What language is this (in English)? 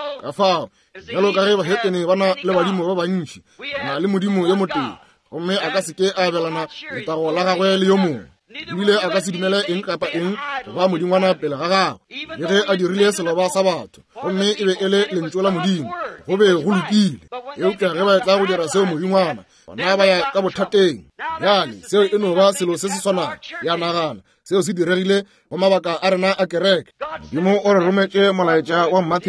Northern Sotho